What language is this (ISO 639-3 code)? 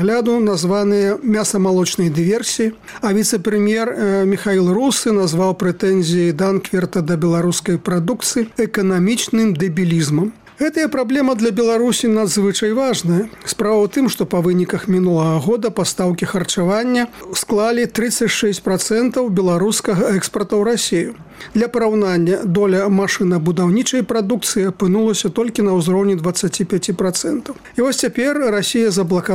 bel